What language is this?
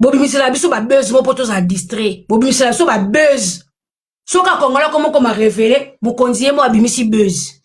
Lingala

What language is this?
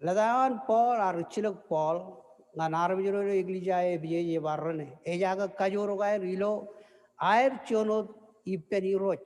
Marshallese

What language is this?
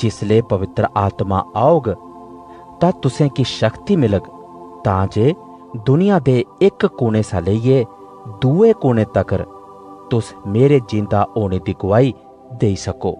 Dogri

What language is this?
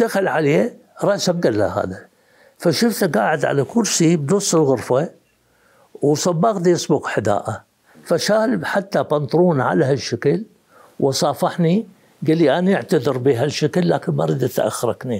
Mesopotamian Arabic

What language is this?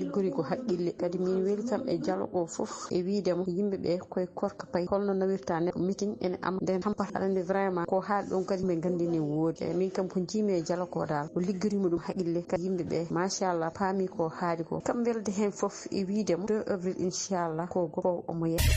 Fula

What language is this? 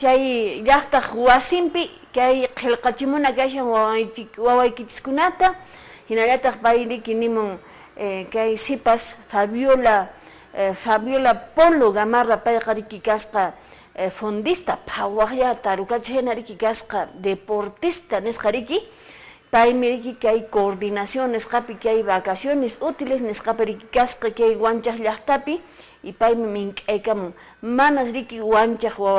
Quechua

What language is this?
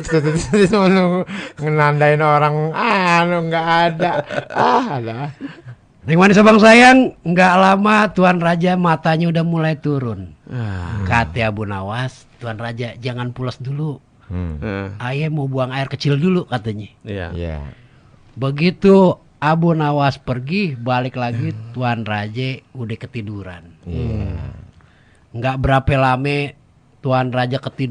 Betawi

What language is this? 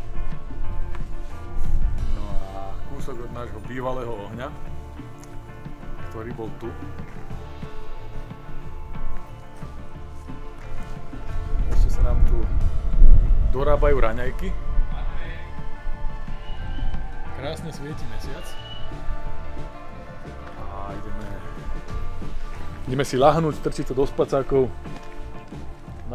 Slovak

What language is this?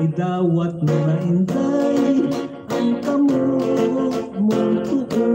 Hiligaynon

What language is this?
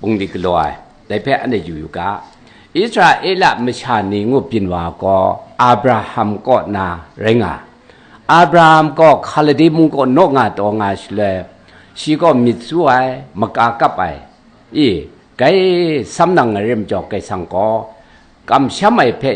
Kachin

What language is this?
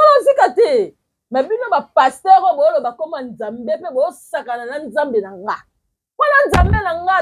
Lingala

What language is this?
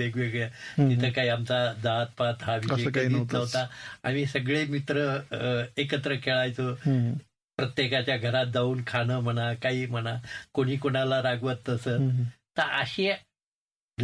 Marathi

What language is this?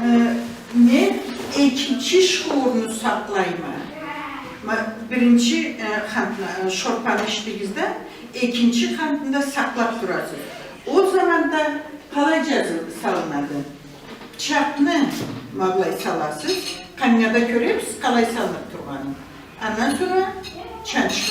Karachay-Balkar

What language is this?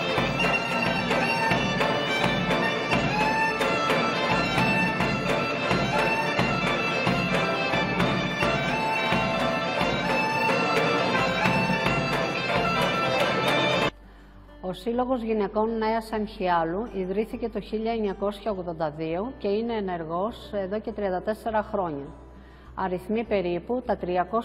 Greek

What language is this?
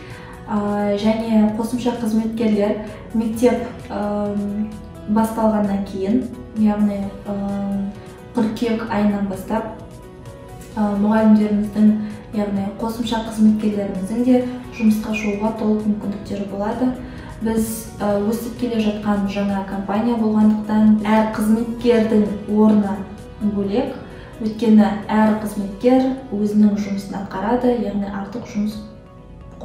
Kazakh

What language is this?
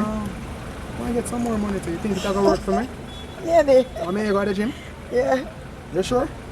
Jamaican Creole English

